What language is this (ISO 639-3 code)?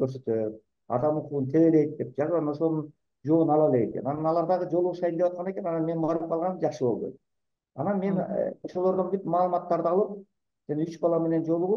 kir